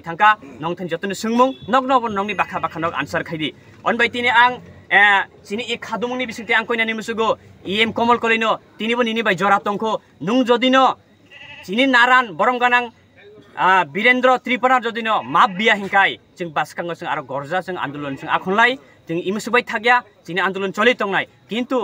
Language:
Kok Borok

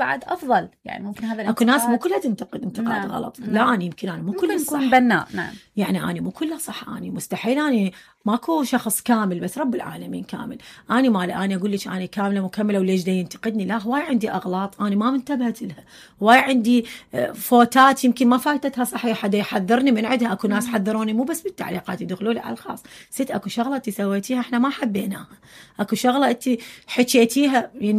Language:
Mesopotamian Arabic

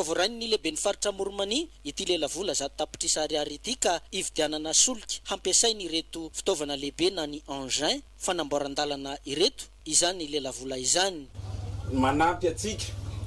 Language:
Malagasy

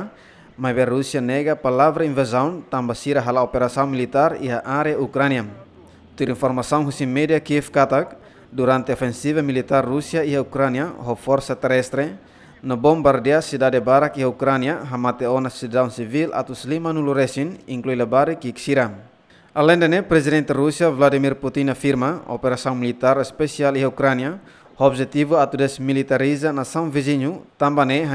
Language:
Tetum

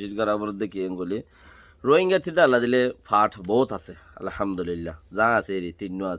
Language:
Rohingya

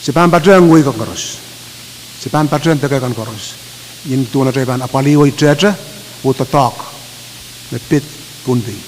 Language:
Pohnpeian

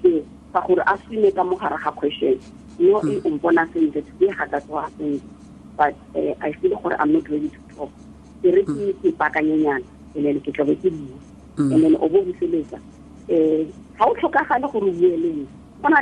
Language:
Tswana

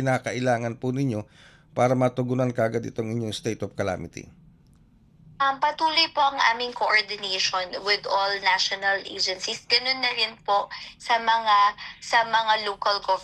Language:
Filipino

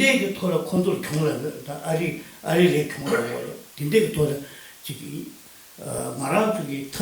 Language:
Tibetan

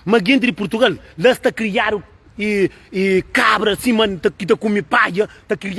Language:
Kabuverdianu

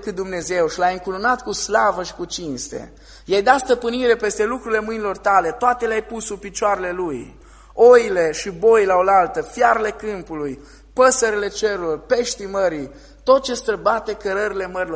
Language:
Romanian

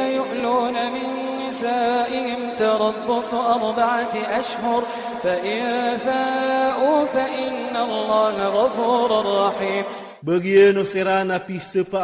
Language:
Iranun (Philippines)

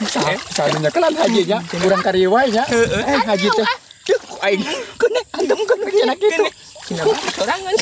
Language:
Sundanese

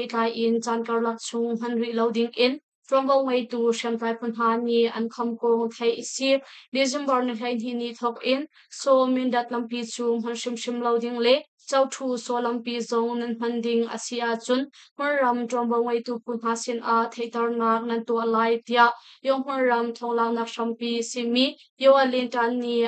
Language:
Hakha Chin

